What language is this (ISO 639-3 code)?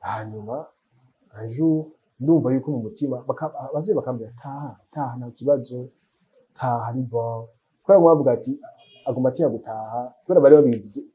run